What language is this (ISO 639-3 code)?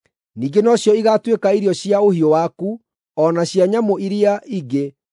kik